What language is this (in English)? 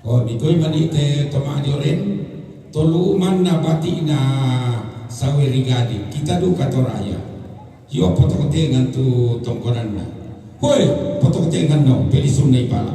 Toraja-Sa'dan